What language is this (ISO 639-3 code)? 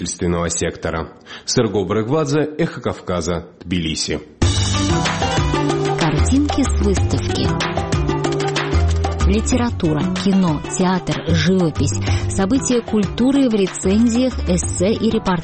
rus